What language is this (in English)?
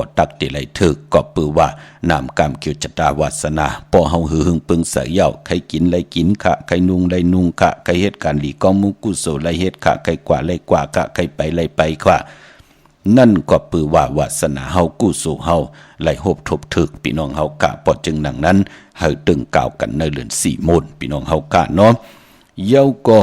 Shan